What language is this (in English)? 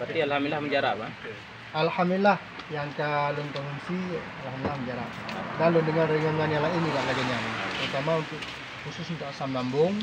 Achinese